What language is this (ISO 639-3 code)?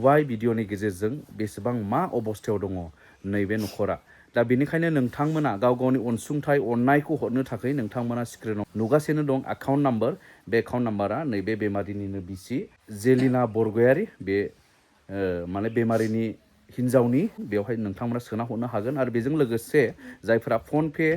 brx